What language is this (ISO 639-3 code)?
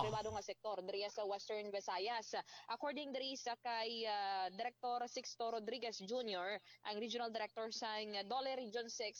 hil